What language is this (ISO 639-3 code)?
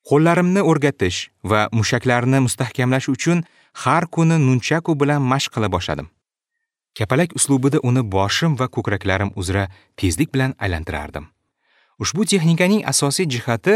uzb